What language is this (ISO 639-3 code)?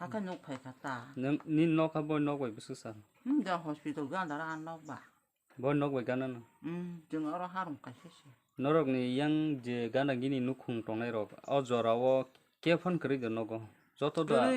trp